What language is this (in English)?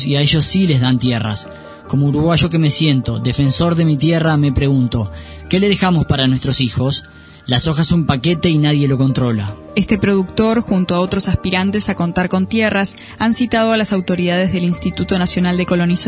Spanish